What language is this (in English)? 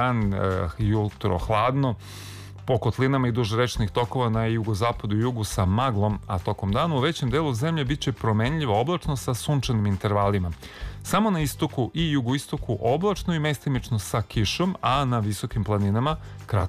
Serbian